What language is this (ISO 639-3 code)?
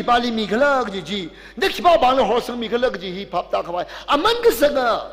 nmf